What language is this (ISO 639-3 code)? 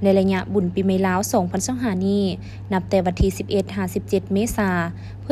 lao